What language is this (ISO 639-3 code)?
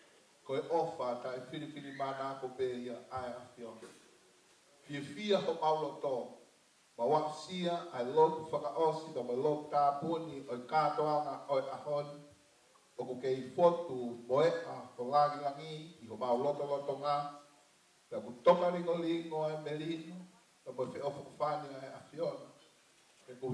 ton